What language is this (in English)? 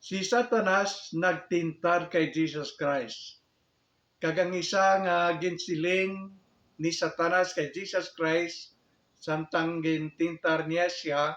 Hiligaynon